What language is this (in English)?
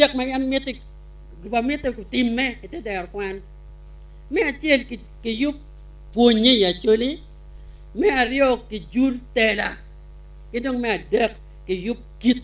Acoli